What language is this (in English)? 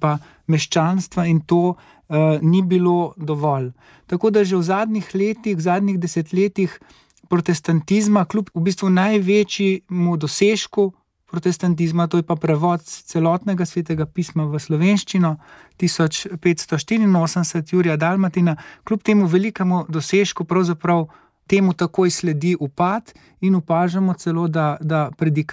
Slovenian